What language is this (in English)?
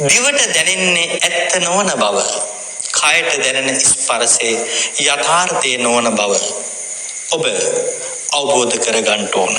Sinhala